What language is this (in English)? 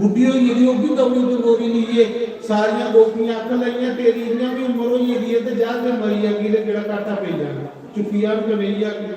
Dogri